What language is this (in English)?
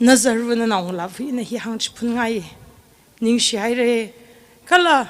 Tangkhul Naga (India)